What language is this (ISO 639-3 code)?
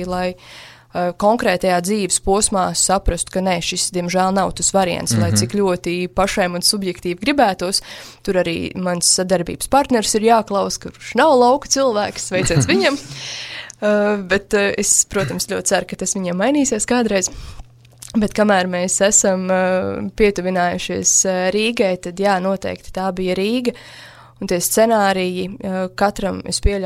lav